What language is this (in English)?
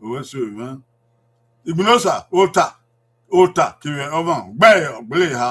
Bini